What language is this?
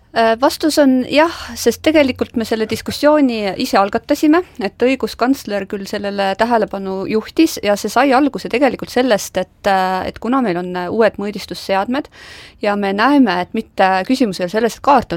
Estonian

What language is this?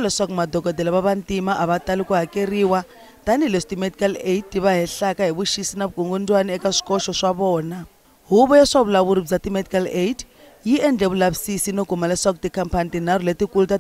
Tsonga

